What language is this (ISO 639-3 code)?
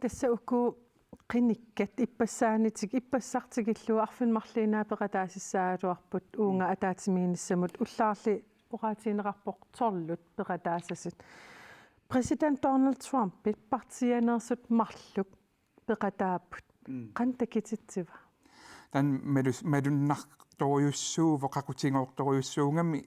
kal